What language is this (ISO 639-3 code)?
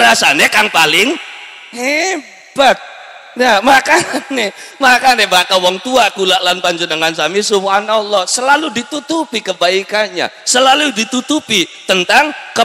jav